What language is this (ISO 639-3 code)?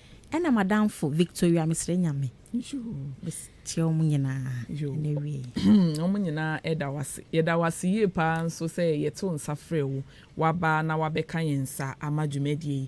aka